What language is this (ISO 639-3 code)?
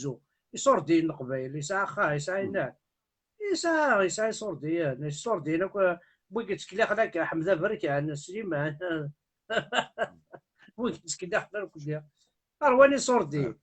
kab